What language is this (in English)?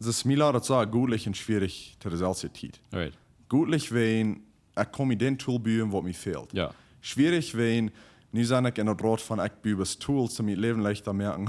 Plautdietsch